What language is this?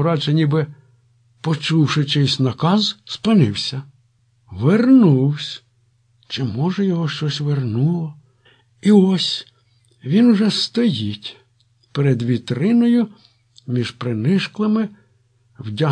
Ukrainian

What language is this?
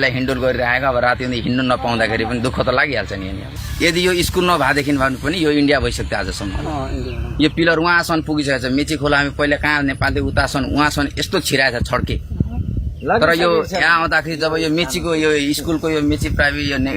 Nepali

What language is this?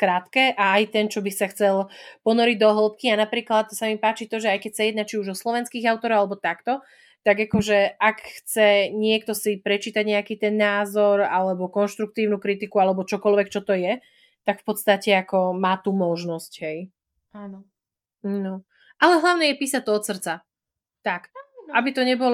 Slovak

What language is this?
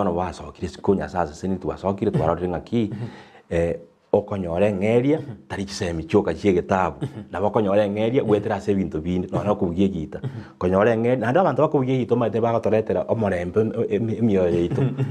Gusii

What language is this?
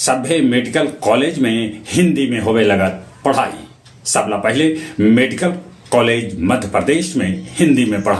Magahi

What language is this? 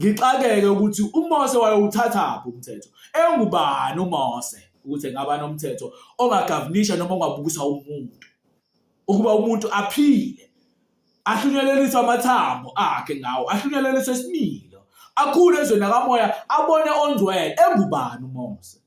Zulu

